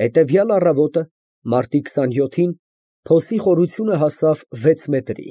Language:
Armenian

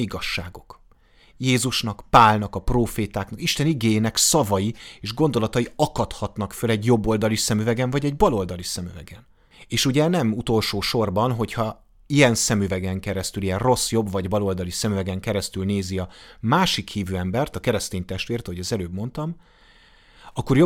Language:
Hungarian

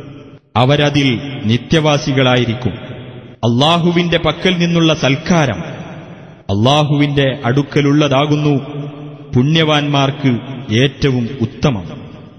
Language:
Malayalam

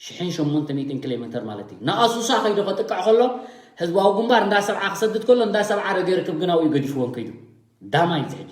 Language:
Tigrinya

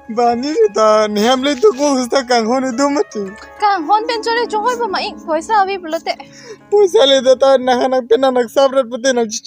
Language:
Karbi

